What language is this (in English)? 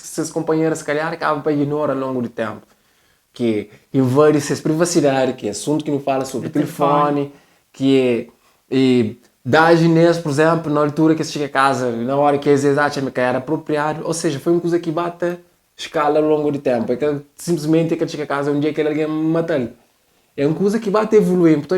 Kabuverdianu